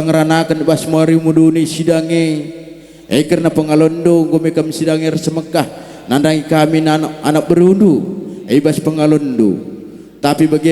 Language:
Batak Karo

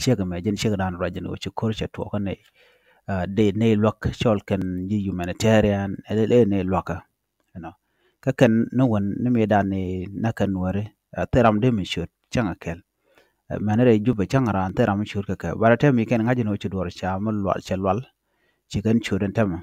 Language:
Nuer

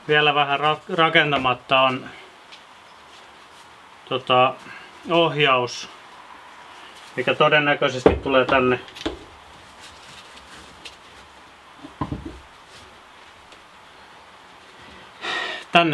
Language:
Finnish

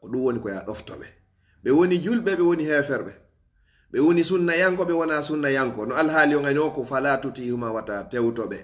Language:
Fula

